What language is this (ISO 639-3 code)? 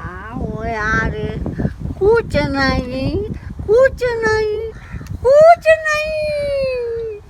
kok